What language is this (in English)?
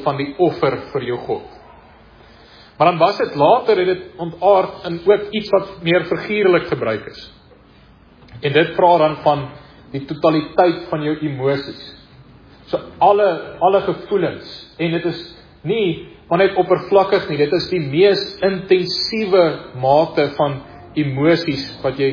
Afrikaans